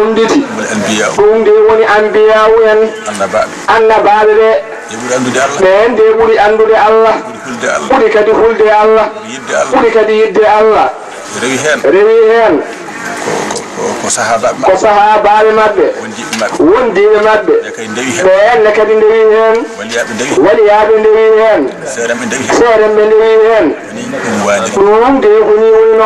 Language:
Fula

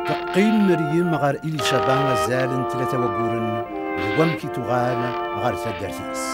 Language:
Kabyle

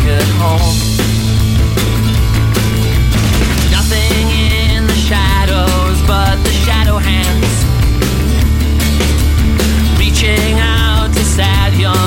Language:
English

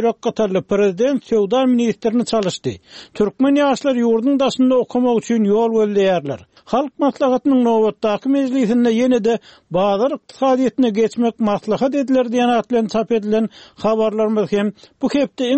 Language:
Turkmen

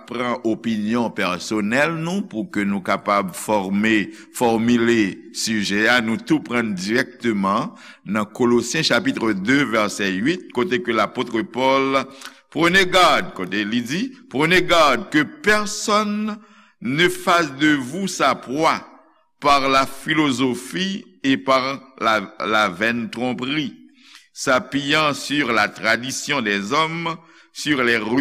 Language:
Haitian Creole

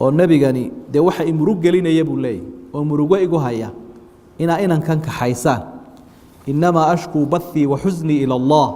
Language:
Somali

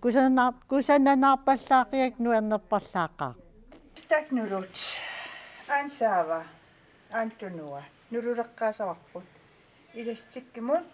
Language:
Kalaallisut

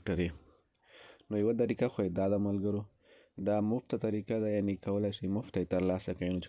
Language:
Pashto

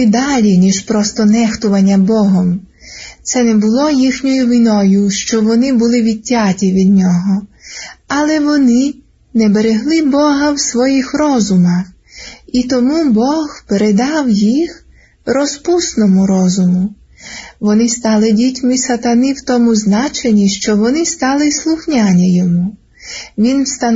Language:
Ukrainian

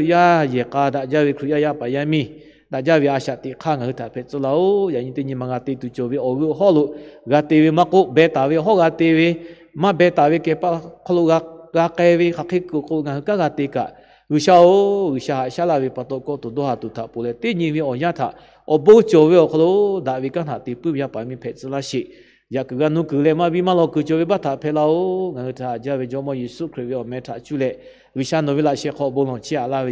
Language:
Lahu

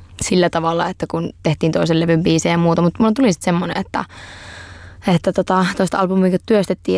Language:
Finnish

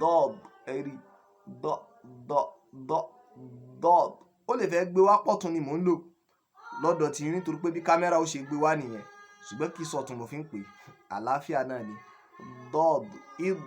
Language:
Yoruba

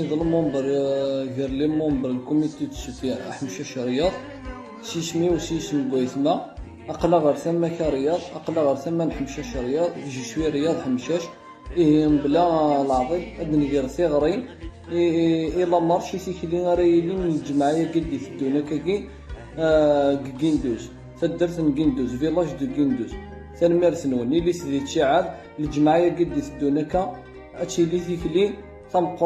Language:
Kabyle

